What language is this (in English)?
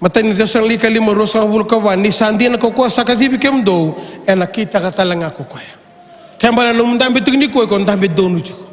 Fijian